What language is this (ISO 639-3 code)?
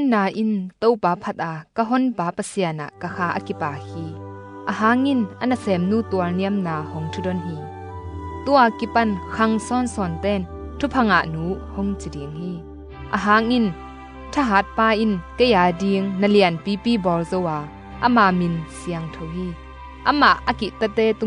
ctd